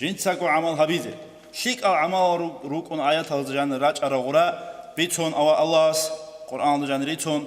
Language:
Avaric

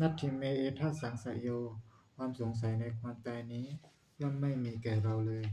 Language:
Pali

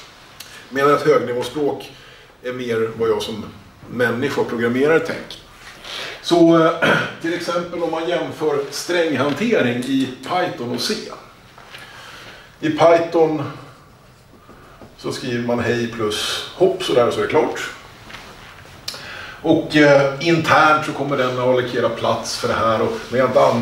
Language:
Swedish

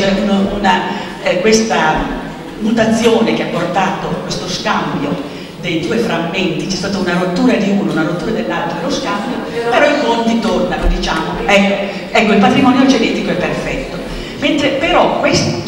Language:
Italian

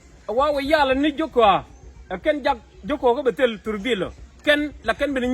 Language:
Nuer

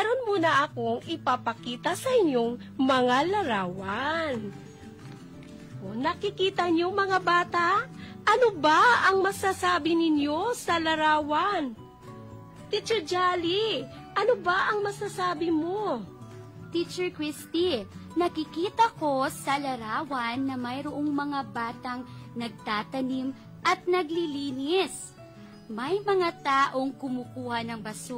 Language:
Filipino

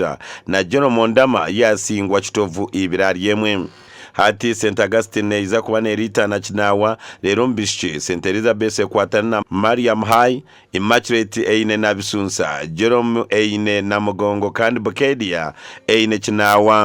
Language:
Nyankole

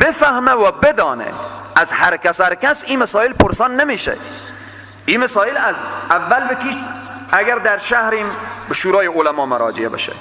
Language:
Persian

